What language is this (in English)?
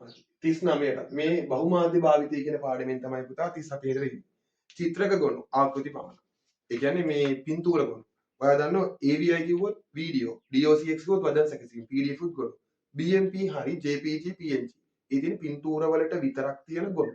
Sinhala